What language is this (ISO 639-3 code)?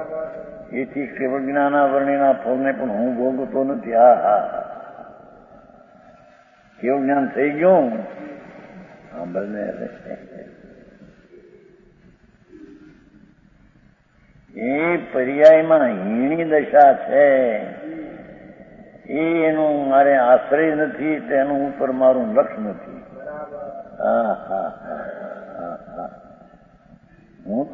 guj